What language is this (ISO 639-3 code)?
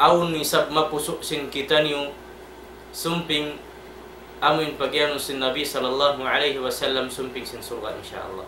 tsg